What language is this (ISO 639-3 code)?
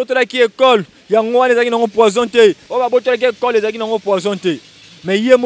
lin